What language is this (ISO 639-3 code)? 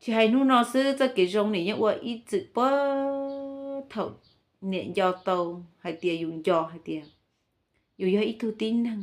hmn